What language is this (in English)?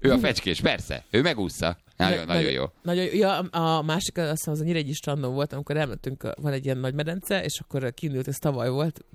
Hungarian